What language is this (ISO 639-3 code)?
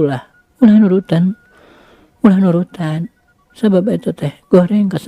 sun